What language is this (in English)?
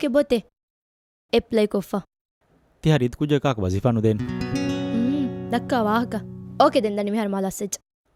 Divehi